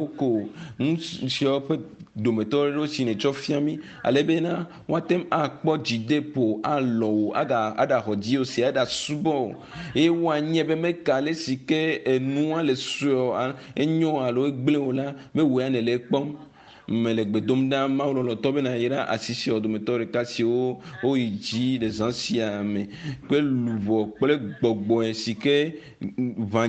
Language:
Ewe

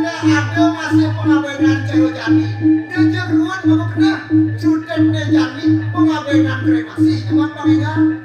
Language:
Balinese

